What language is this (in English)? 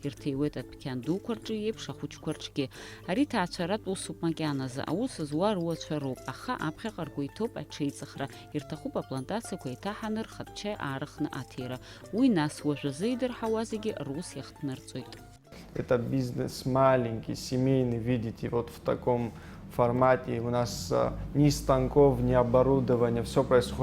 Abkhazian